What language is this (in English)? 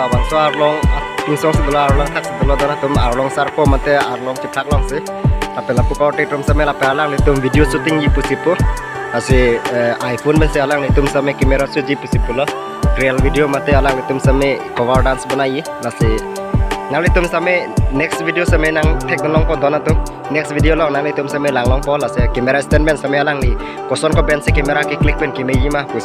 Karbi